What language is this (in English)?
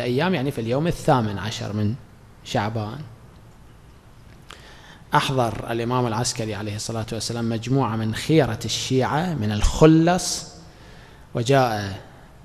Arabic